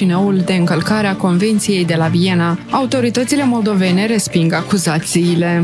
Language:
Romanian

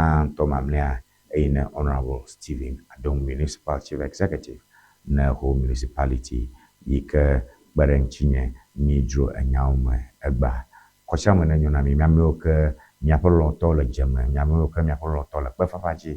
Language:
Ewe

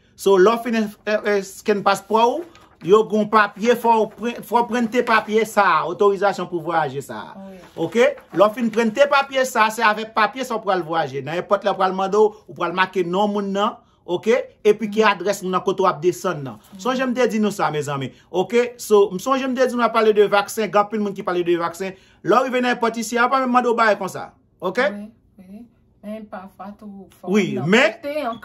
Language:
Haitian Creole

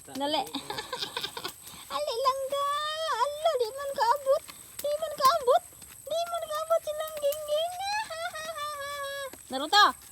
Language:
Cebuano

